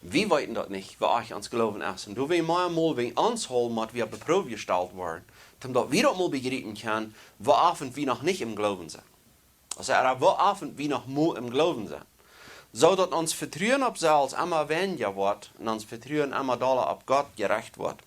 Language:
Plautdietsch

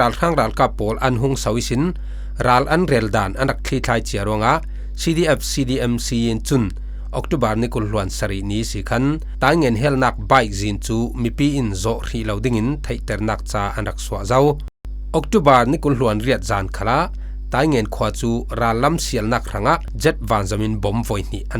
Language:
Falam Chin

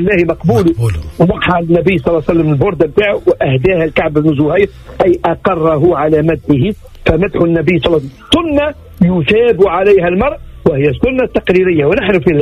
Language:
Tunisian Arabic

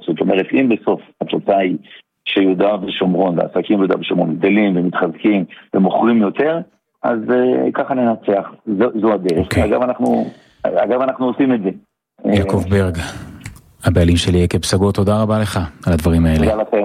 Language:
Hebrew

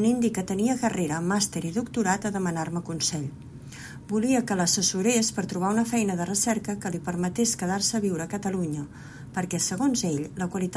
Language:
Catalan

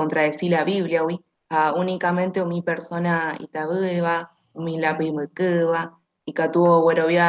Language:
Guarani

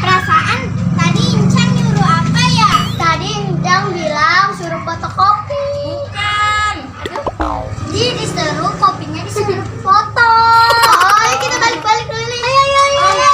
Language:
Betawi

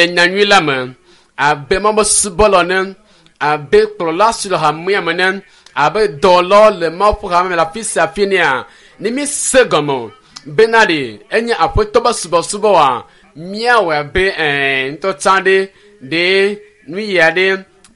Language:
Ewe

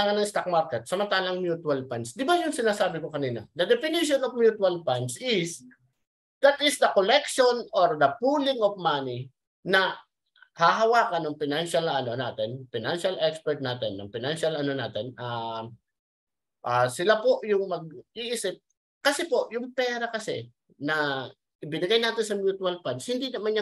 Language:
Filipino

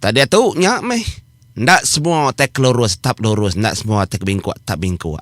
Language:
Iban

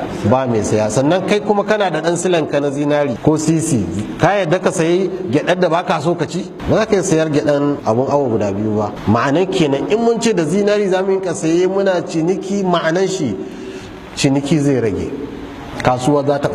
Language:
Hausa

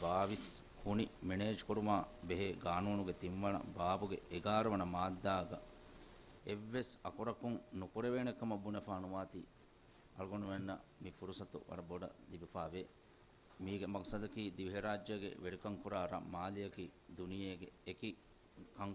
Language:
Divehi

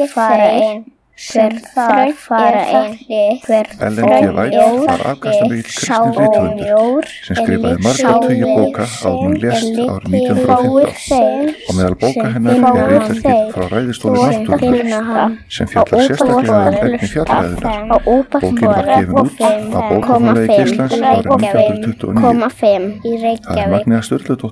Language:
Icelandic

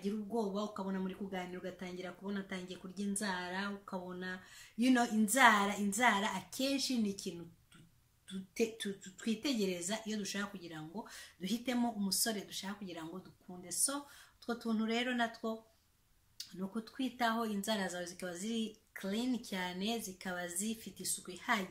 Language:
Kinyarwanda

